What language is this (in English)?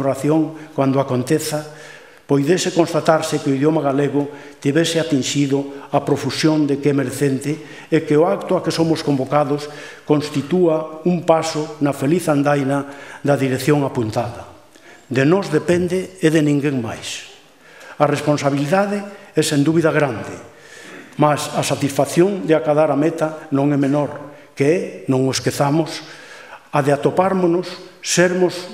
Galician